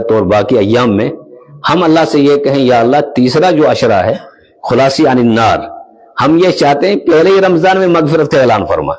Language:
Urdu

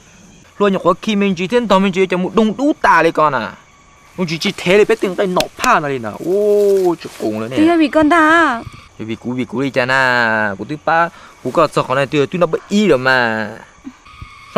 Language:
Hmong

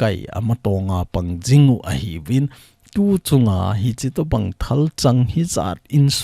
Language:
Thado Chin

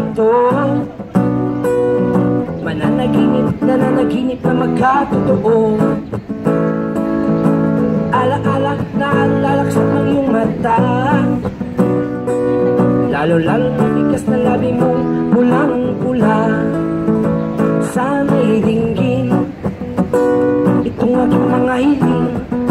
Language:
Filipino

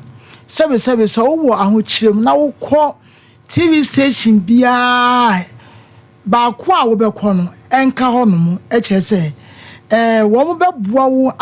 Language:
Akan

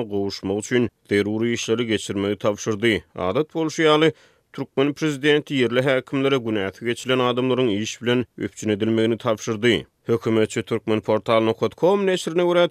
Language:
Turkmen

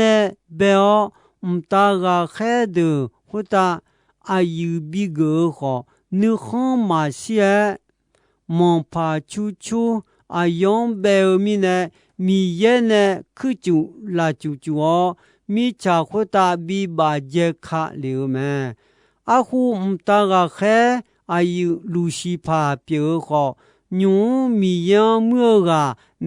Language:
Akha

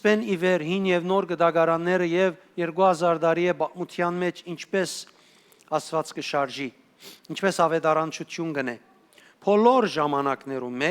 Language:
Western Armenian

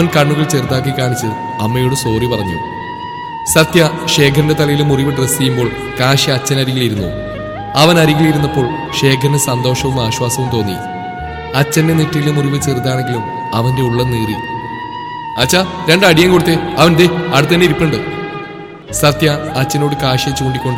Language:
Malayalam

